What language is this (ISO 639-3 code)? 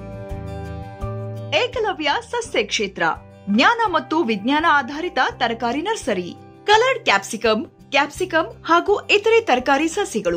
kan